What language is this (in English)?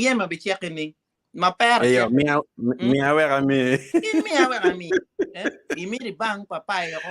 Acoli